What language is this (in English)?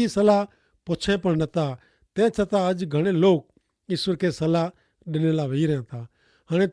Kachhi